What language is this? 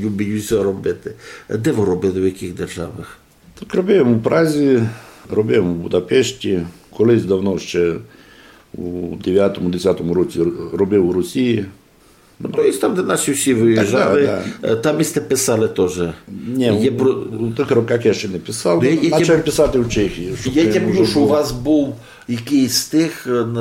Rusyn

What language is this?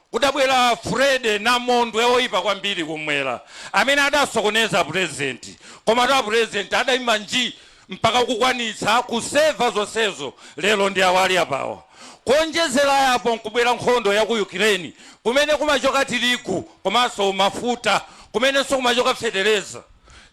Nyanja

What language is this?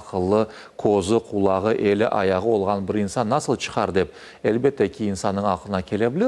Crimean Tatar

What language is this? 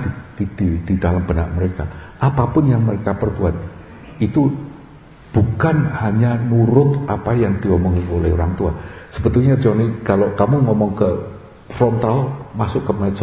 Indonesian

